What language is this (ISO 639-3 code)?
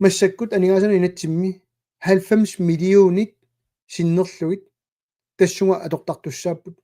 kal